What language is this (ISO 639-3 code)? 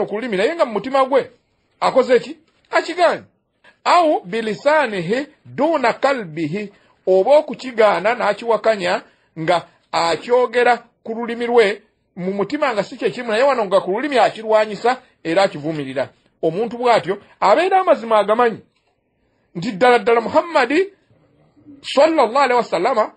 lug